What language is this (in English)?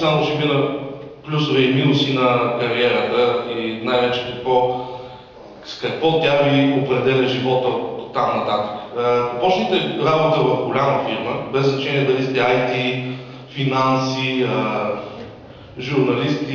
Bulgarian